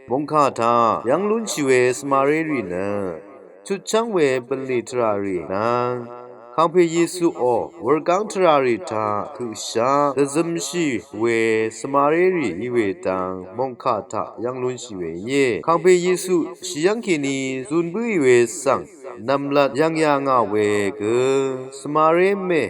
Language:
Rawang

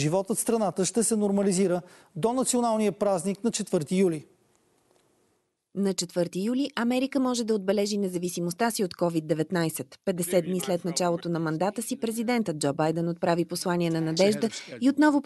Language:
Bulgarian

